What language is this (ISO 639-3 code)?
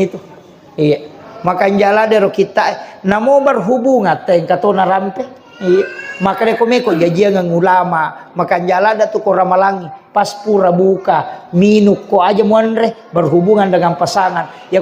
bug